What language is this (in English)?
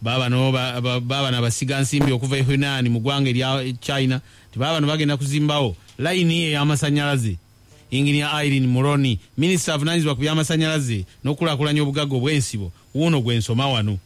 Ganda